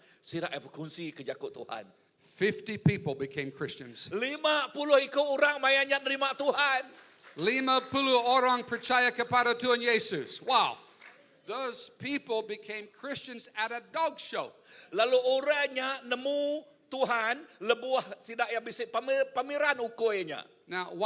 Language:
Iban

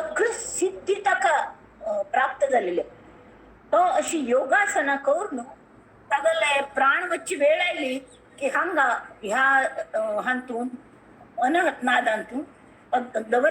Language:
Konkani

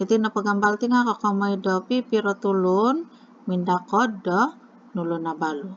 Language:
Central Dusun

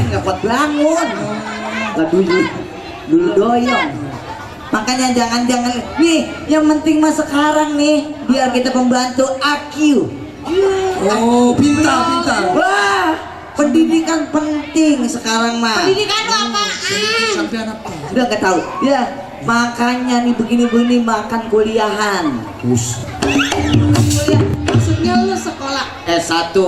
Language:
Betawi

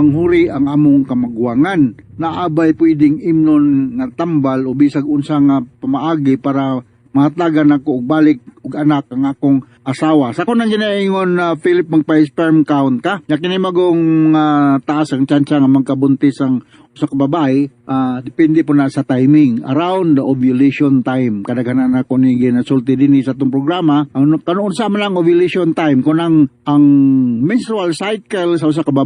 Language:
Cebuano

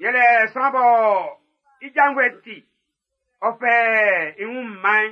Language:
Baoulé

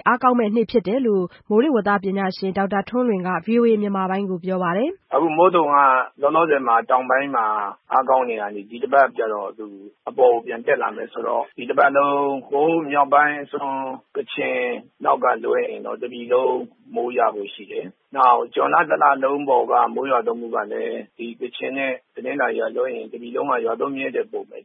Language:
Burmese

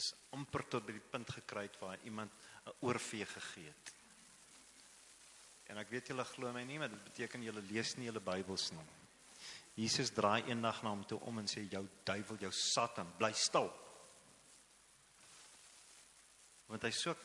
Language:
Afrikaans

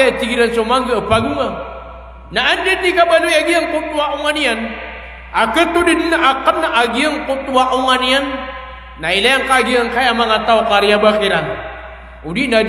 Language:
Maranao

